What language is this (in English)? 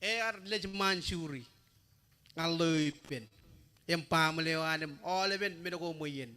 Marshallese